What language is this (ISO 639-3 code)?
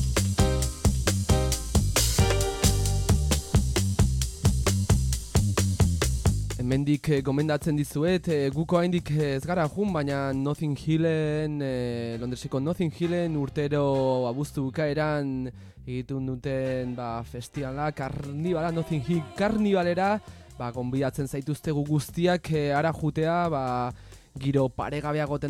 eus